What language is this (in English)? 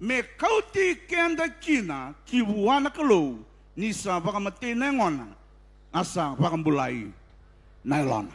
Fijian